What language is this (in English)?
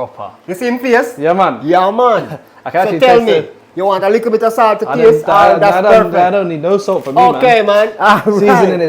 Jamaican Creole English